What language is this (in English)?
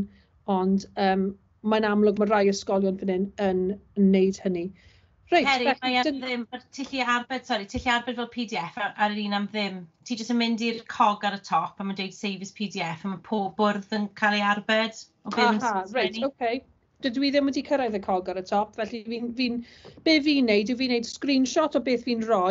Welsh